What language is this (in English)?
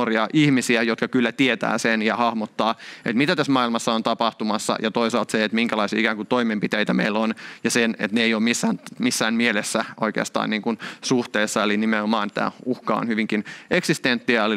Finnish